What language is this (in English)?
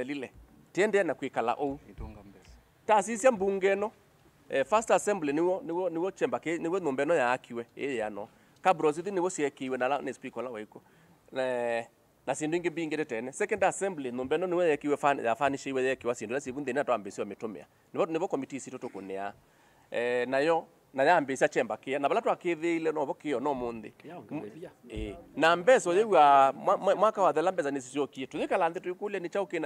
Kamba